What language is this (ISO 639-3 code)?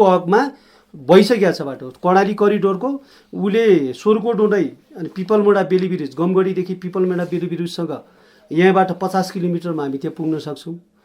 nep